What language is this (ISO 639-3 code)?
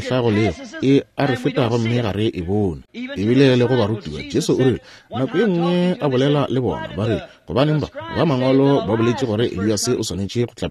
nso